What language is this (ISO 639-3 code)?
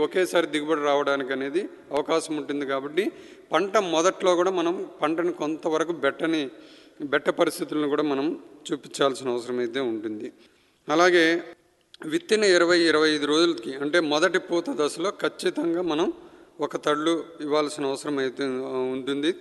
tel